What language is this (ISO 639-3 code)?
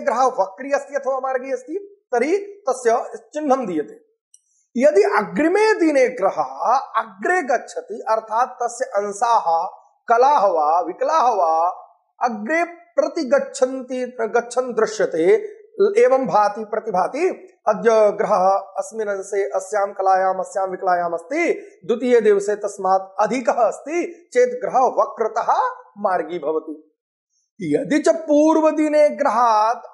san